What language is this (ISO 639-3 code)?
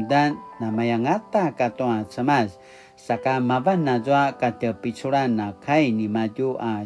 pwn